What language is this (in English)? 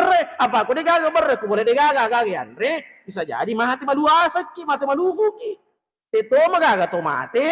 Buginese